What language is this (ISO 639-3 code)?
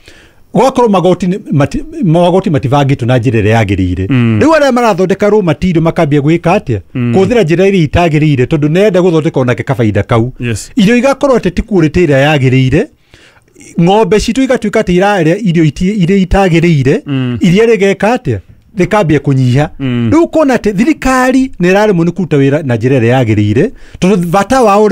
kik